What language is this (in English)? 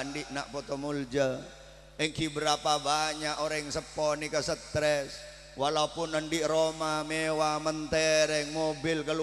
Madurese